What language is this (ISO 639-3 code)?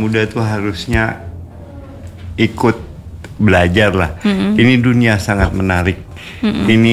ind